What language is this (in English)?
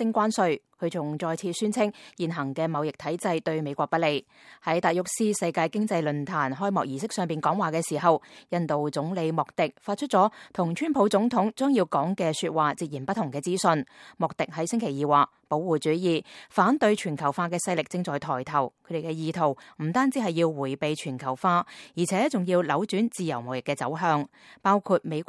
Cantonese